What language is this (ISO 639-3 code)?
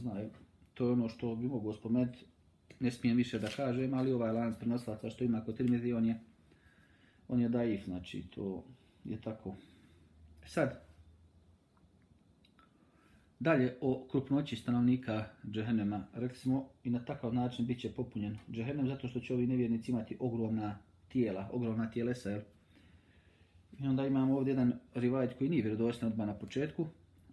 bos